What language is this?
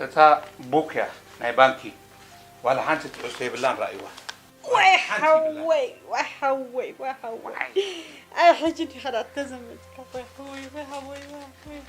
Tigrinya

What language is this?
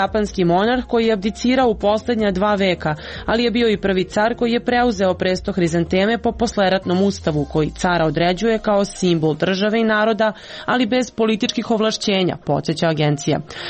Serbian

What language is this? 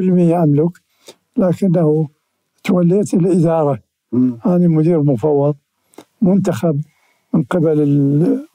Mesopotamian Arabic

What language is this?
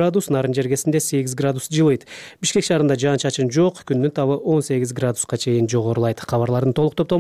Kyrgyz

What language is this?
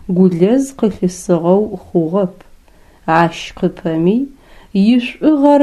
Adyghe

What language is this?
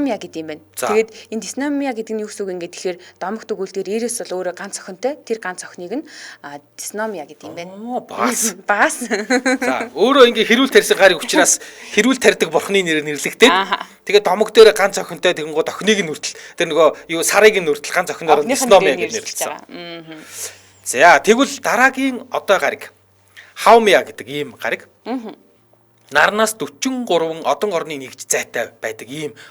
Mongolian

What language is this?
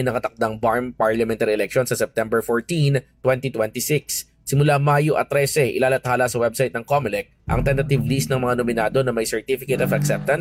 Filipino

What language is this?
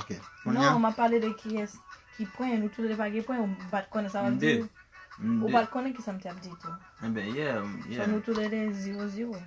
Haitian Creole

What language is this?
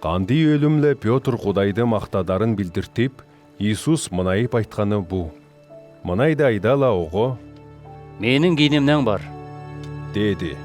Southern Altai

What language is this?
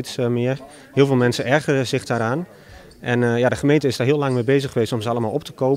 Dutch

